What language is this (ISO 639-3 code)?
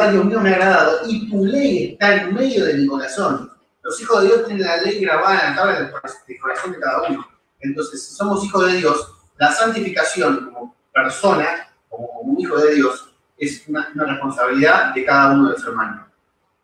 spa